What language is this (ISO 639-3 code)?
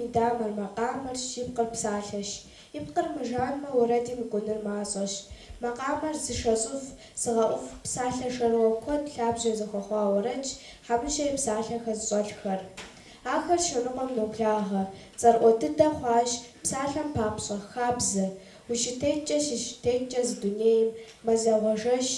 kbd